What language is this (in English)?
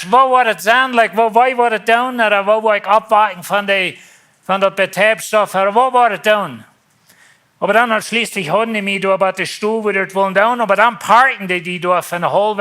Plautdietsch